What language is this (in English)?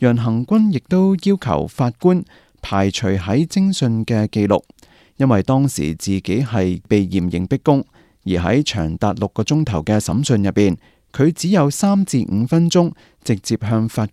Cantonese